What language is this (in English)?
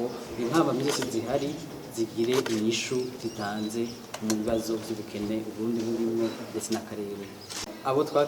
Rundi